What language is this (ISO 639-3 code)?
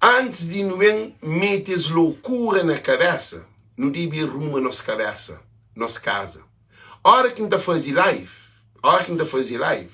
kea